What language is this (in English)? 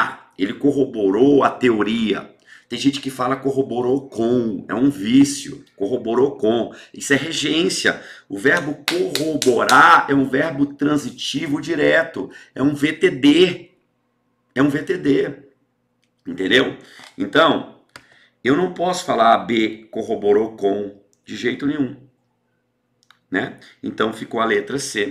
Portuguese